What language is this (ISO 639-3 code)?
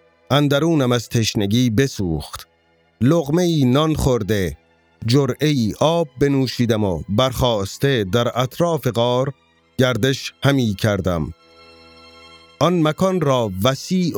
fas